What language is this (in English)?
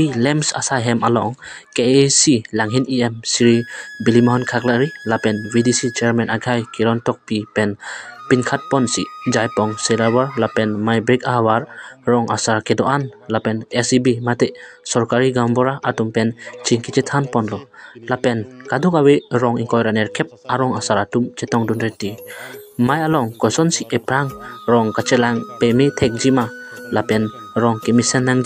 Karbi